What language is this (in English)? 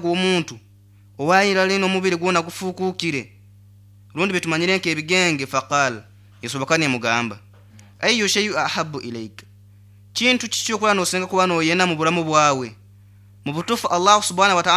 Nyoro